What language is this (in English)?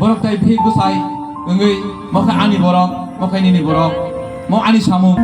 Kok Borok